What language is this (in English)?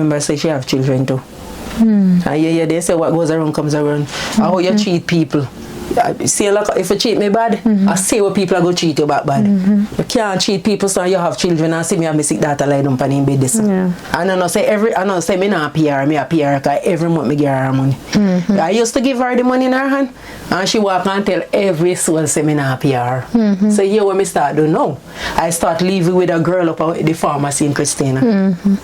Jamaican Creole English